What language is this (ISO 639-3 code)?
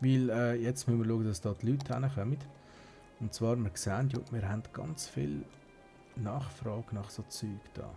gsw